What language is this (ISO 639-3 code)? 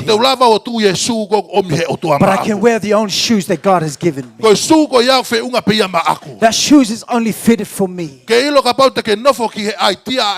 ton